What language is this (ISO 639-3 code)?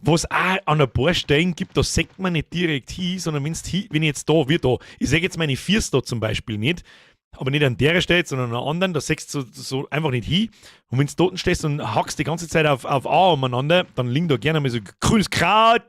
bar